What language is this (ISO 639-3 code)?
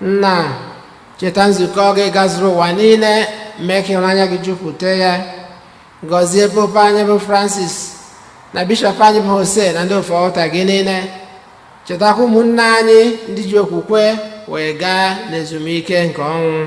ibo